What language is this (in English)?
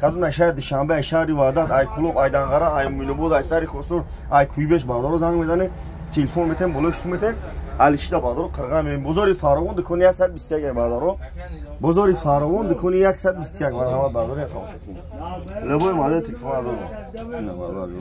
Tajik